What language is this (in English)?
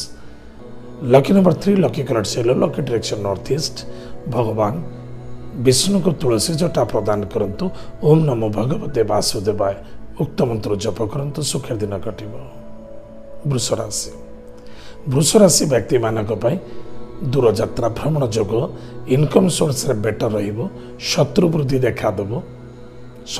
Odia